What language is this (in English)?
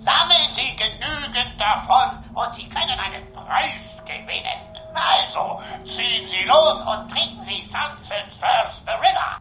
Bavarian